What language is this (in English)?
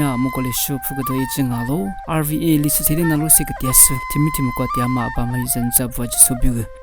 Lisu